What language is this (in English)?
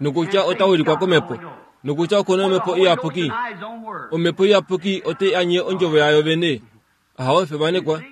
Kuanyama